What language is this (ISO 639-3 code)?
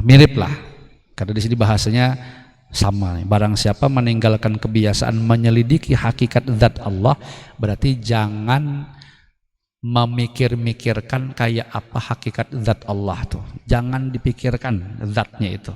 bjn